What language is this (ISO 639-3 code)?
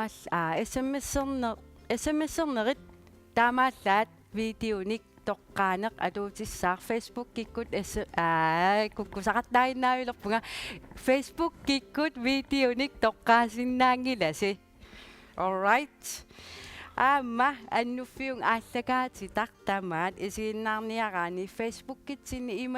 kal